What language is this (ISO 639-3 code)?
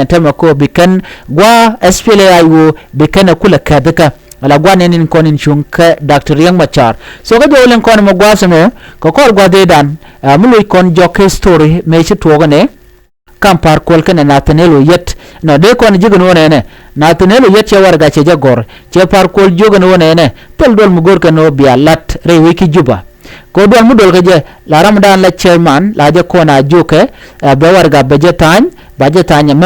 nus